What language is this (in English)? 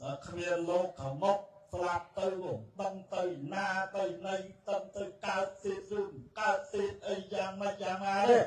Khmer